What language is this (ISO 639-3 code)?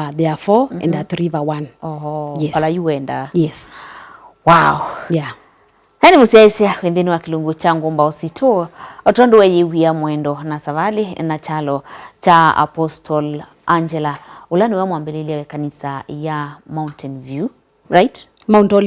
kam